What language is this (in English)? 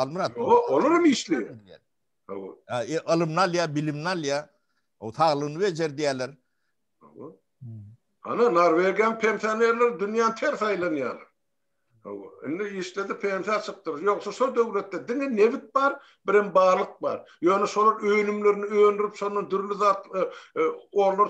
Turkmen